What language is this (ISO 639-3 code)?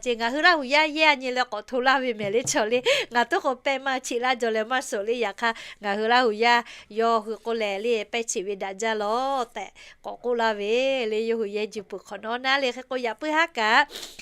lhu